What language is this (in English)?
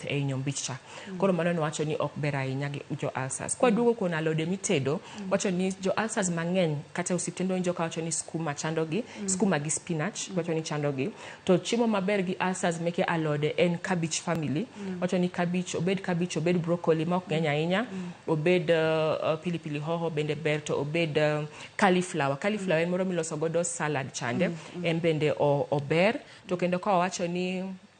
Luo (Kenya and Tanzania)